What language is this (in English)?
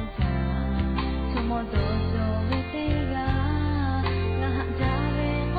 Lahu